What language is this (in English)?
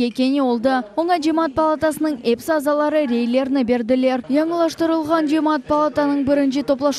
Crimean Tatar